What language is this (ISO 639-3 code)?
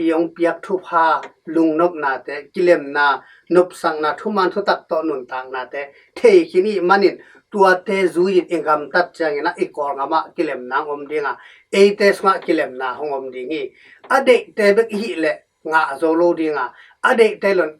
ctd